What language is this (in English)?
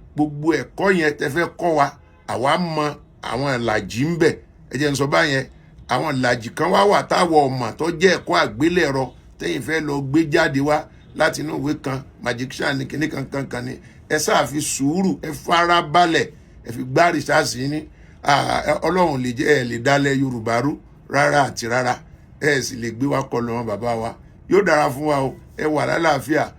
Yoruba